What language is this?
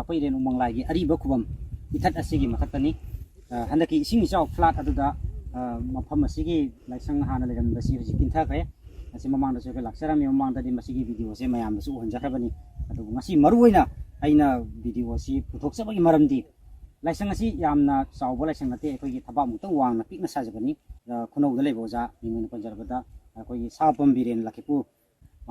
Manipuri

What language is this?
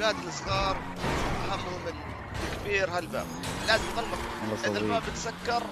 North Levantine Arabic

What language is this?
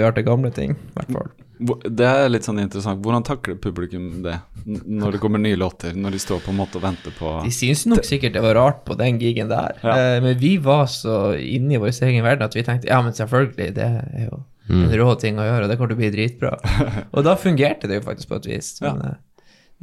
Norwegian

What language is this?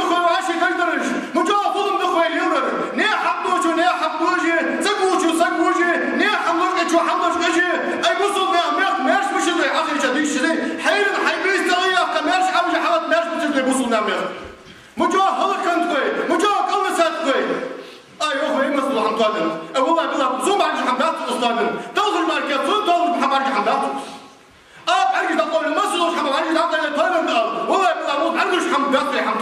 Ingush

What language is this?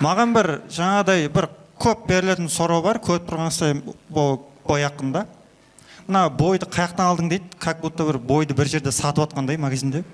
Kara-Kalpak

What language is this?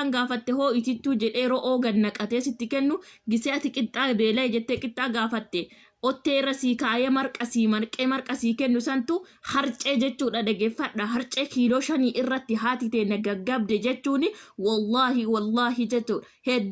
Oromo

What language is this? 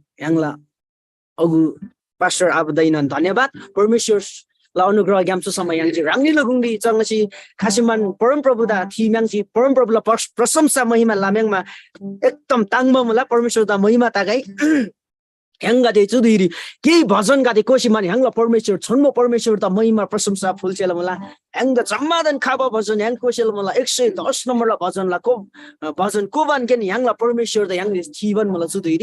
Eastern Tamang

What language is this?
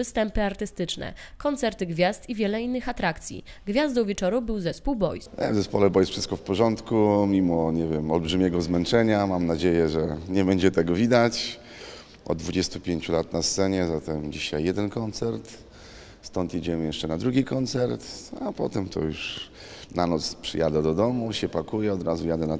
Polish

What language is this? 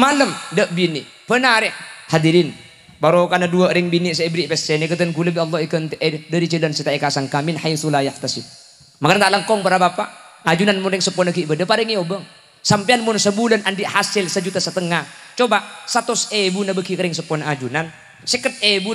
Madurese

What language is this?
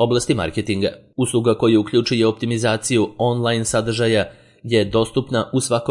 Serbian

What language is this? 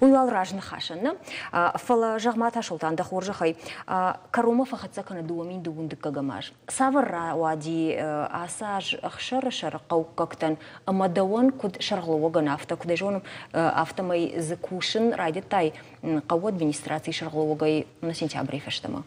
Ossetic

